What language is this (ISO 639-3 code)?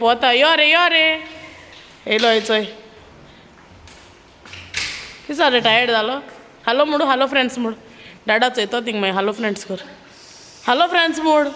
kok